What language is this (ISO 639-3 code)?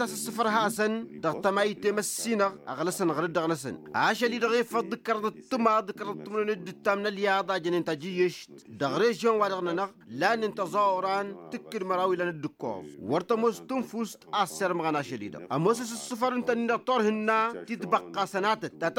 taq